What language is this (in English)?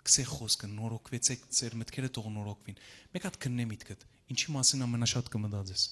Western Armenian